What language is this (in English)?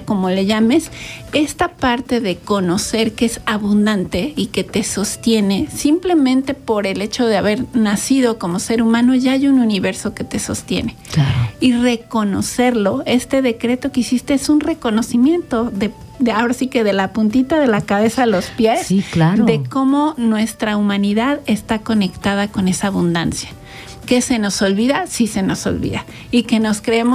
Spanish